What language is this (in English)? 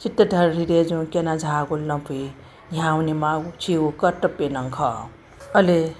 Newari